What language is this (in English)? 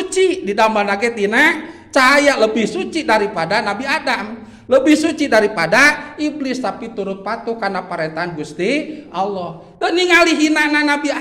Sundanese